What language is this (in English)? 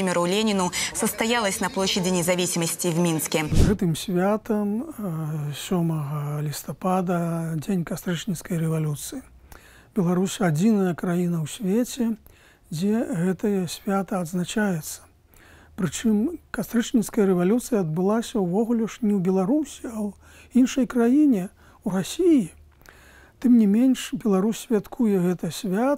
Belarusian